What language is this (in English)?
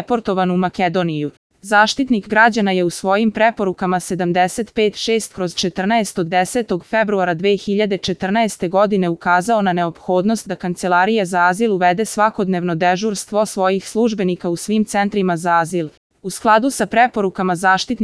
Serbian